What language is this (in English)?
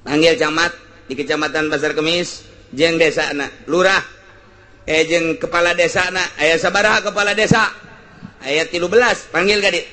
Sundanese